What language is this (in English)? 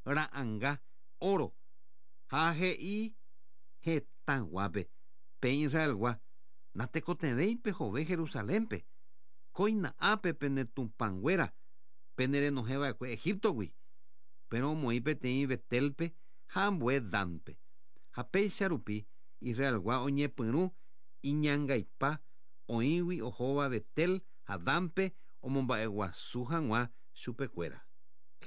Guarani